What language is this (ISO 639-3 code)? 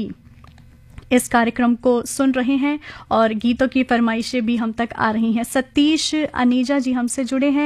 hin